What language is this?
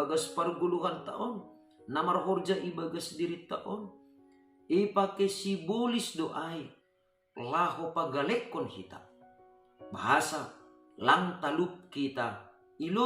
Batak Simalungun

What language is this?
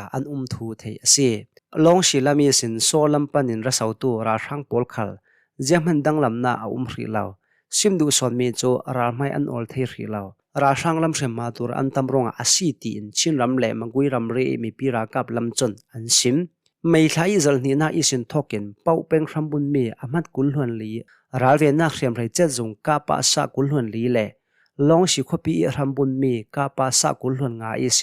Hakha Chin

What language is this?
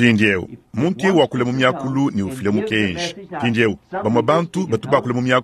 Luba-Lulua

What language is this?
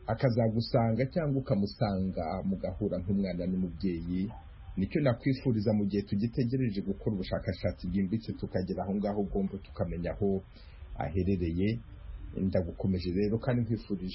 Kinyarwanda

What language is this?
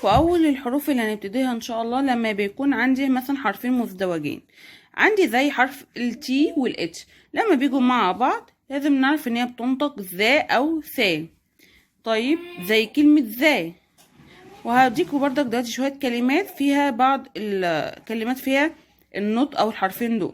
Egyptian Arabic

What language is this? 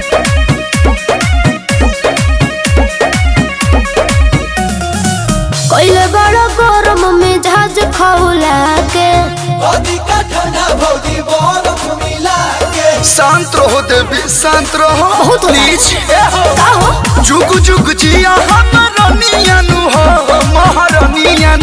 Bhojpuri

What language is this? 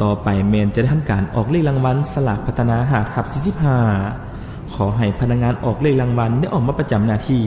Lao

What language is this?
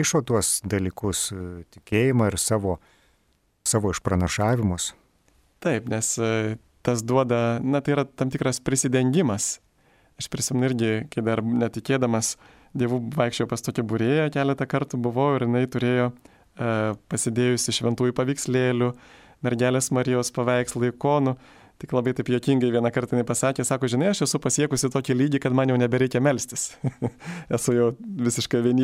Lithuanian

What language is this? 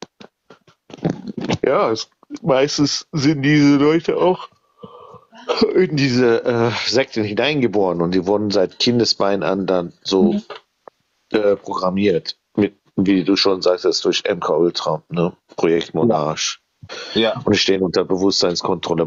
German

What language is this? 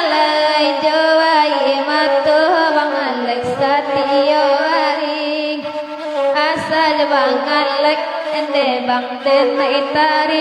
Minangkabau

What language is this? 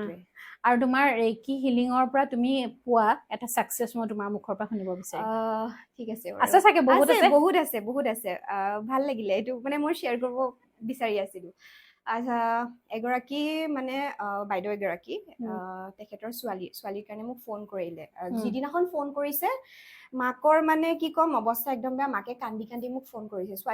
Assamese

